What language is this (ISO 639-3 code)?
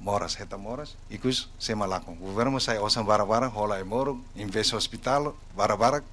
tet